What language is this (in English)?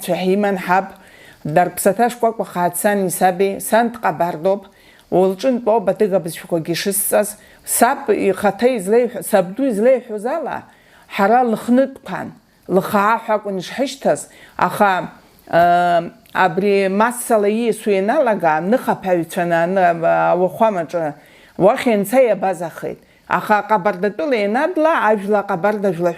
Abkhazian